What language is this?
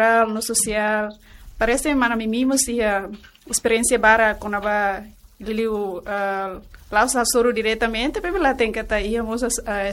Tetum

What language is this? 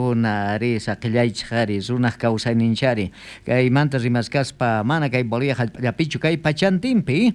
South Bolivian Quechua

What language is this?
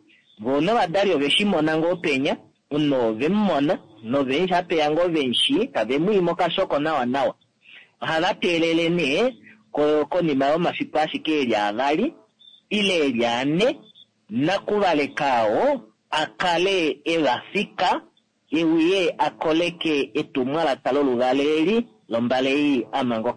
Kuanyama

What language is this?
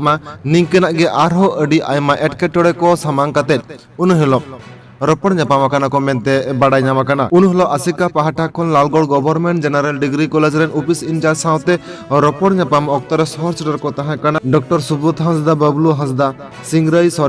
Santali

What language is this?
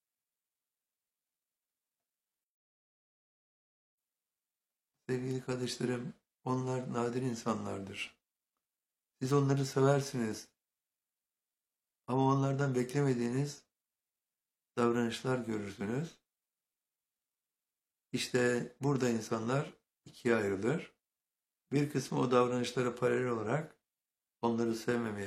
Turkish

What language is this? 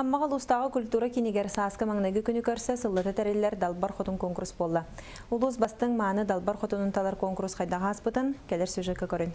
Yakut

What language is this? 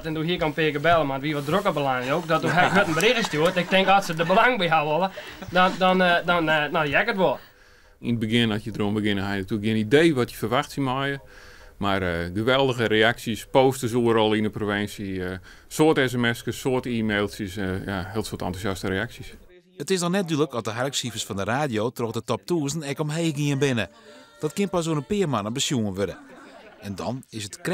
Western Frisian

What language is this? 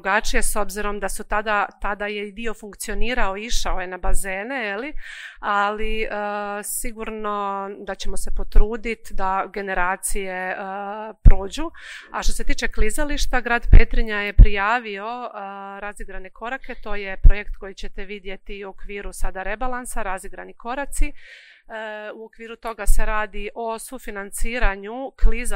Croatian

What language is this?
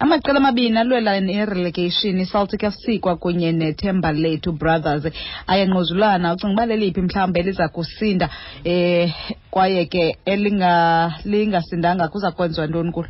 Xhosa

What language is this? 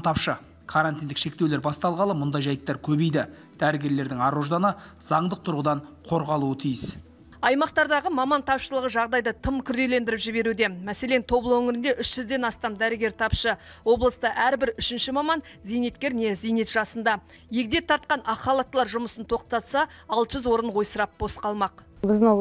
Kazakh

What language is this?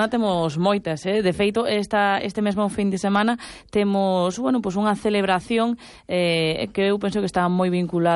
Galician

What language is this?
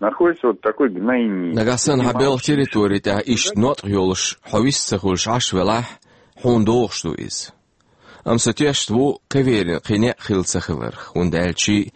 Chechen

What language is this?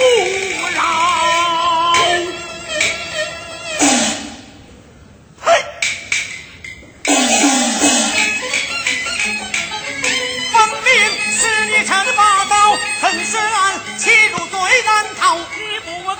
Chinese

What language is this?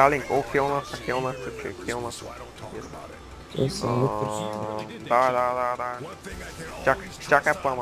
Bulgarian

